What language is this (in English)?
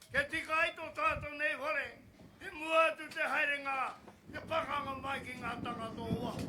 Māori